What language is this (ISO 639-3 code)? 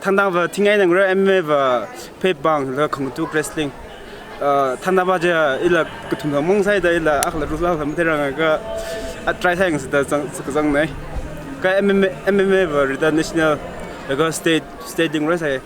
nmf